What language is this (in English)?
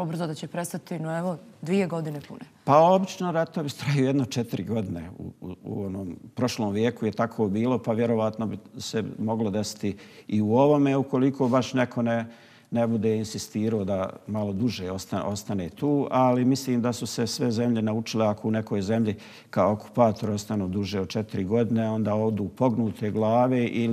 Bosnian